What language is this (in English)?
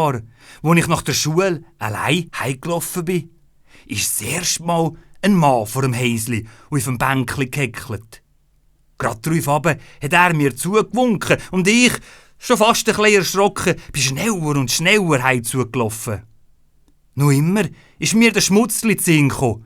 Swiss German